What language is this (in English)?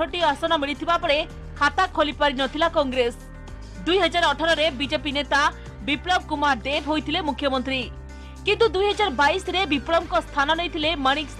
Odia